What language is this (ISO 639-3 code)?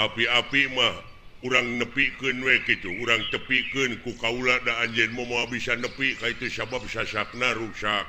sun